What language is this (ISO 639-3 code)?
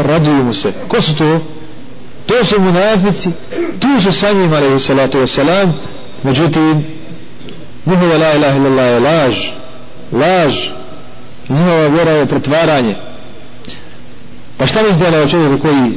bos